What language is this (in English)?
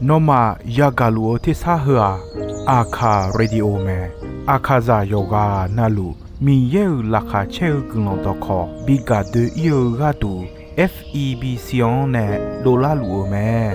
Akha